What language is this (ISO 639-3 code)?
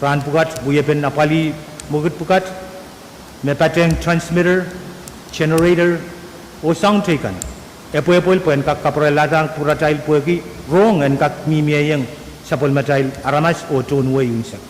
pon